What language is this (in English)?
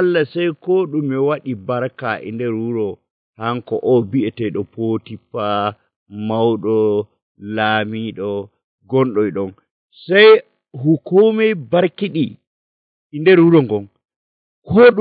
Nigerian Fulfulde